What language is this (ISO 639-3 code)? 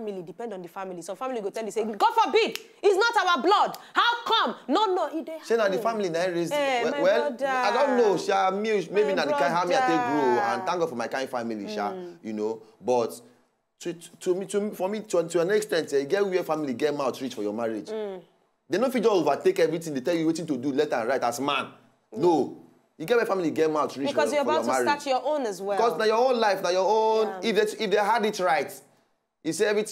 pcm